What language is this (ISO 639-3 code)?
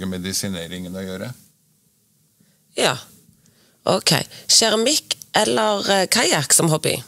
nor